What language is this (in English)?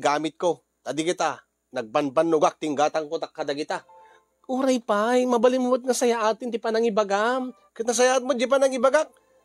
Iloko